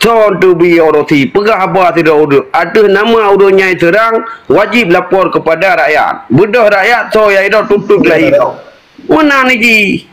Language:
Achinese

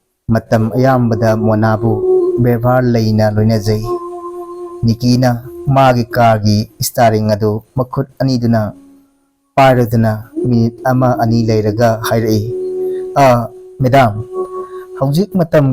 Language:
Manipuri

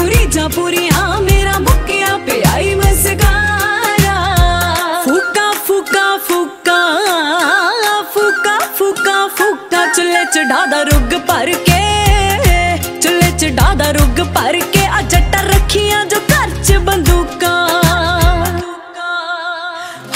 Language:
Punjabi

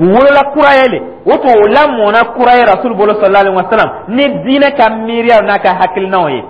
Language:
Dyula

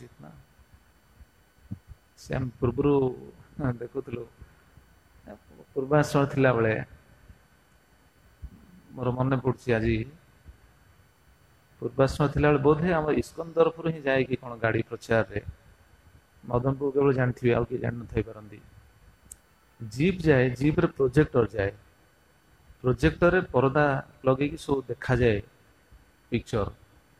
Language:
Odia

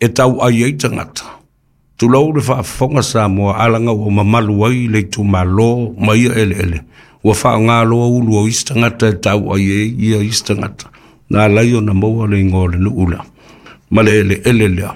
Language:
Samoan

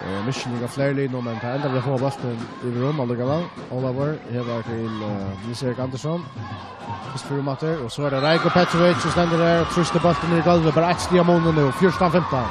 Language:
Faroese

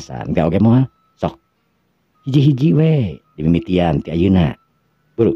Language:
Sundanese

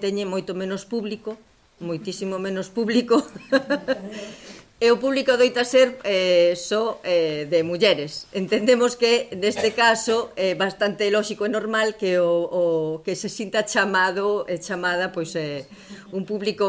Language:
Galician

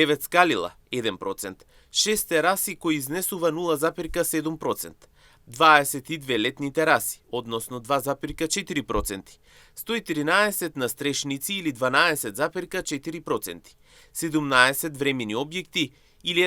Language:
Macedonian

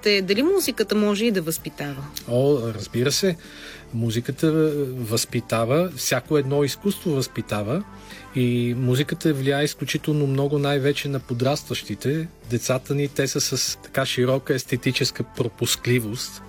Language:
Bulgarian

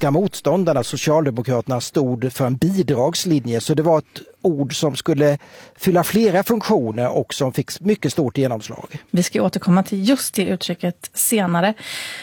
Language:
Swedish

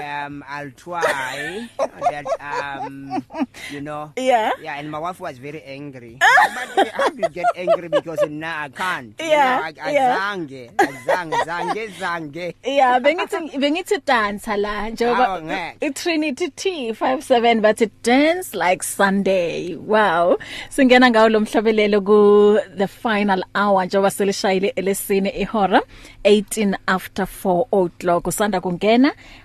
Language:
English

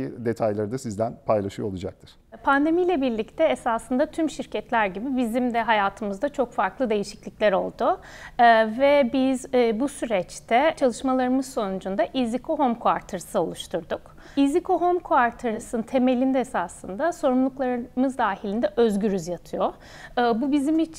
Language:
Turkish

